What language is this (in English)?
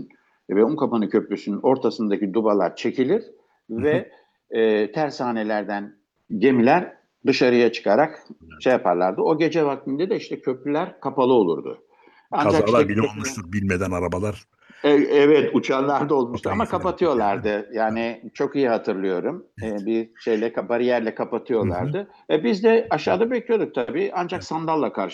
Turkish